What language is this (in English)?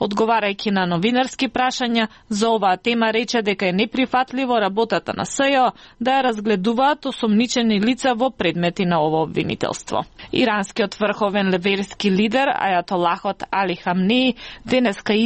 Macedonian